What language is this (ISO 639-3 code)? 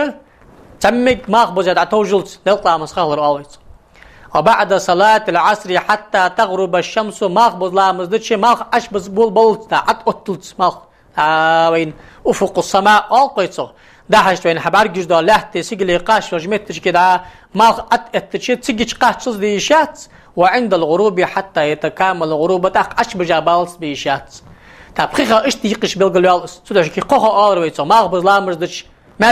inh